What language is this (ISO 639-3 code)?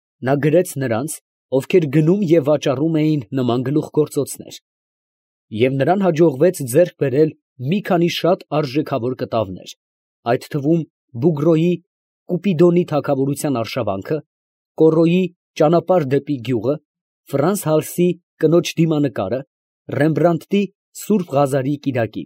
hye